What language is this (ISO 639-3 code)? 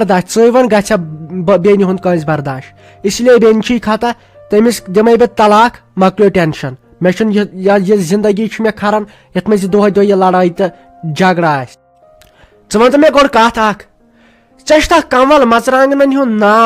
kas